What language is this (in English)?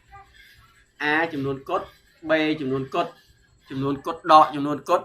Khmer